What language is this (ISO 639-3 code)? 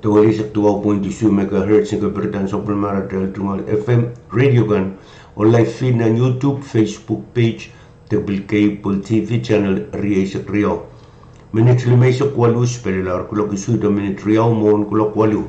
pon